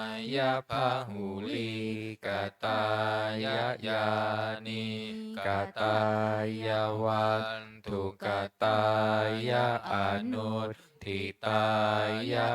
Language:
Pali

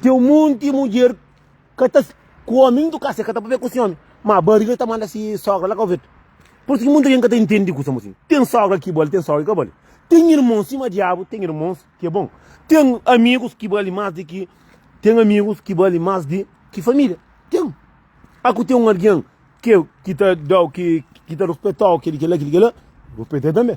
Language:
Kabuverdianu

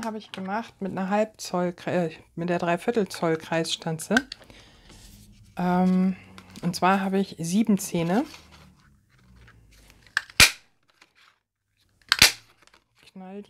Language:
German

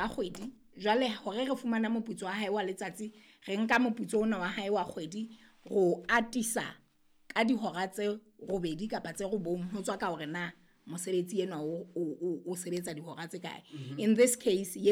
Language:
Southern Sotho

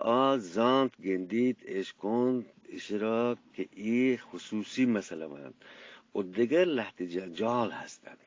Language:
Eastern Balochi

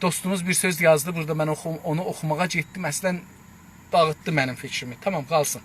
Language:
South Azerbaijani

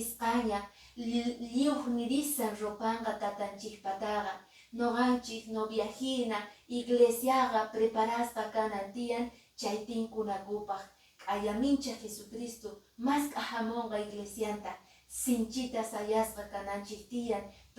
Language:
Quechua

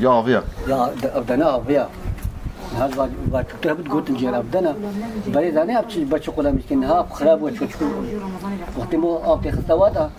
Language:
Kurdish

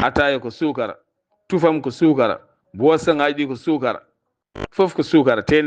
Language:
Fula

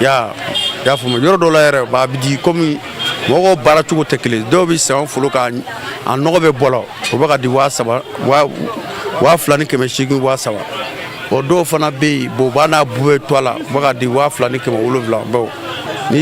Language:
Bambara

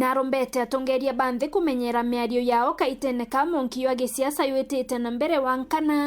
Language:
Meru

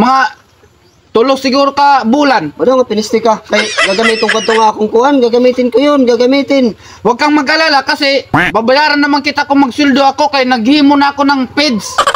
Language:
Waray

